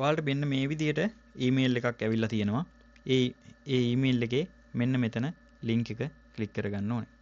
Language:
Sinhala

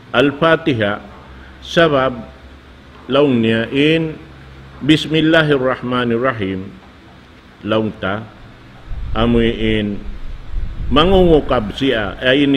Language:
Tausug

